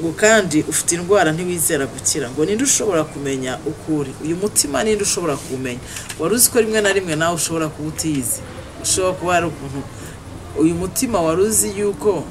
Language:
Kinyarwanda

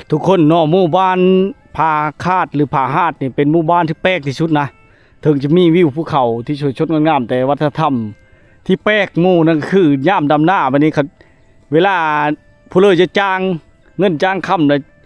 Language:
Lao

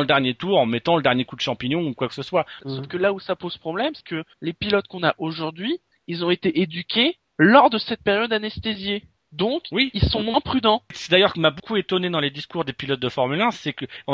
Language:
French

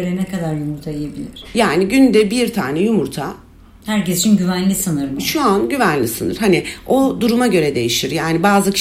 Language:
Turkish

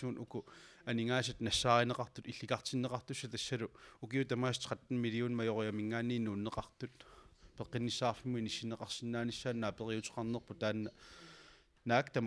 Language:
Kalaallisut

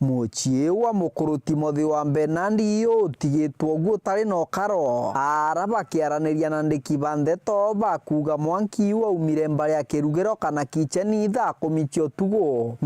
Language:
Meru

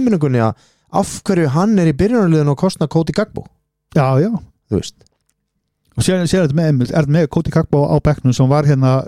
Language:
Icelandic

